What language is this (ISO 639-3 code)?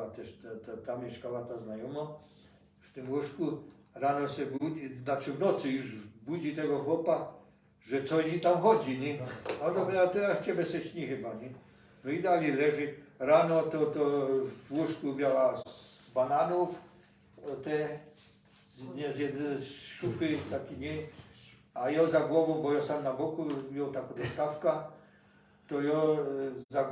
szl